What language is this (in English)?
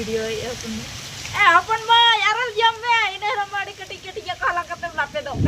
Santali